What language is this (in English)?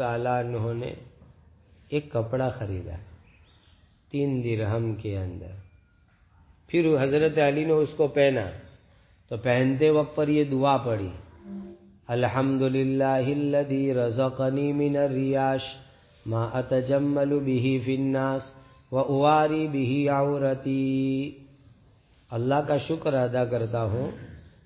Urdu